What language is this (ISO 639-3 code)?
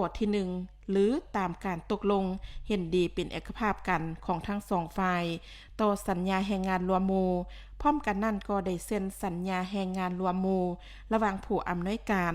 lao